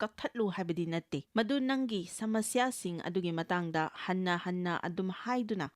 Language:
Manipuri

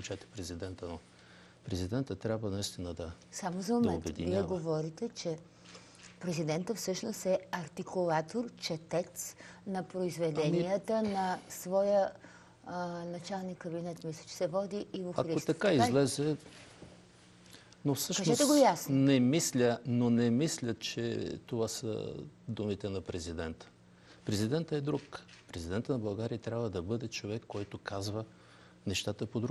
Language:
Bulgarian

